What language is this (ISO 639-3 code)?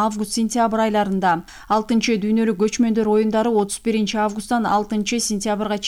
kir